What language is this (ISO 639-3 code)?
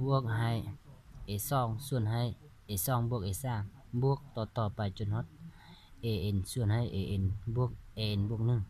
lao